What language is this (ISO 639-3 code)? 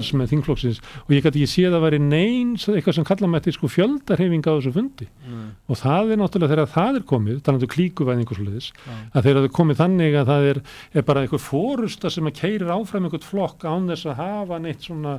isl